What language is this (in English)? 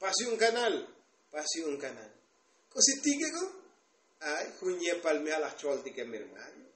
Tzotzil